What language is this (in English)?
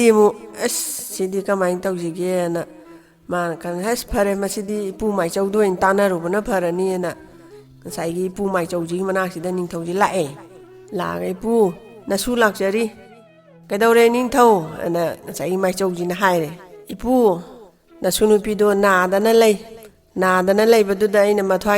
Manipuri